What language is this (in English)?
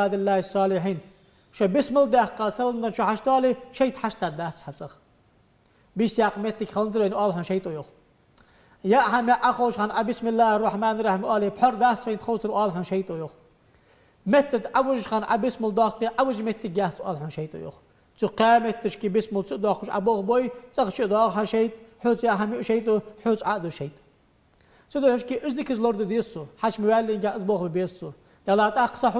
Ingush